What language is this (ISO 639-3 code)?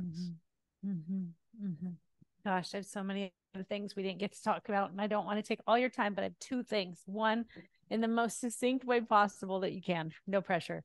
eng